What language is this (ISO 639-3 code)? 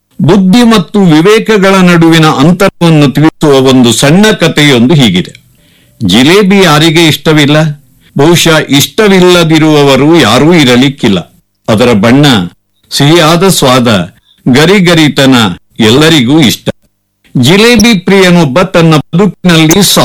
kan